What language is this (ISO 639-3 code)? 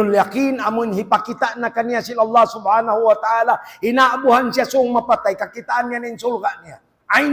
tsg